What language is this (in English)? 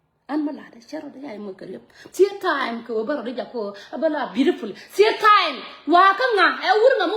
Nuer